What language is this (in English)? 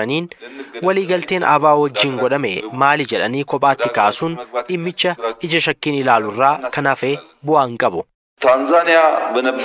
Oromo